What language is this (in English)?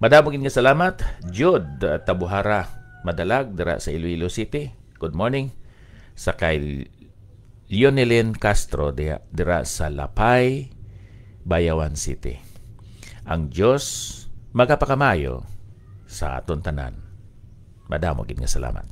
Hiligaynon